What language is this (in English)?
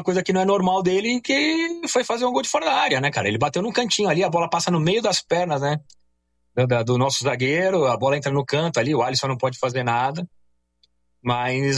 Portuguese